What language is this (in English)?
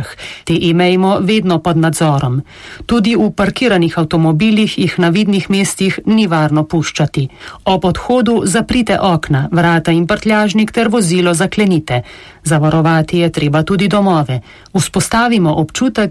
Slovenian